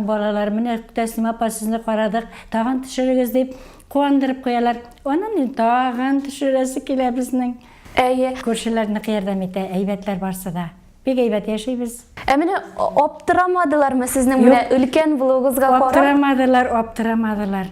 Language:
Tatar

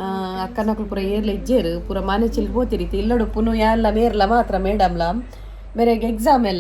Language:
Tulu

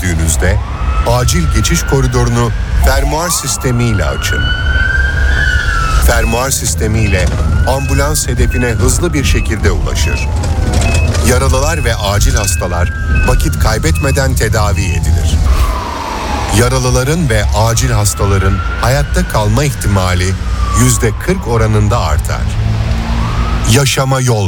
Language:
Turkish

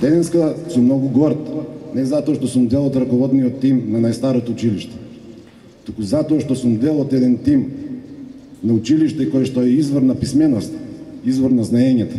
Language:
Macedonian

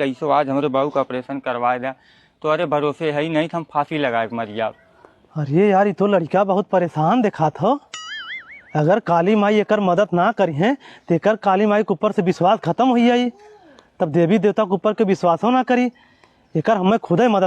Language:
Awadhi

